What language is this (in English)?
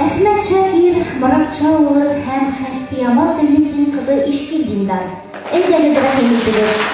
Bashkir